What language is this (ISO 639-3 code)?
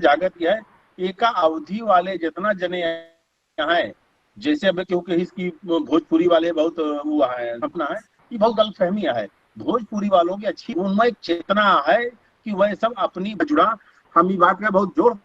awa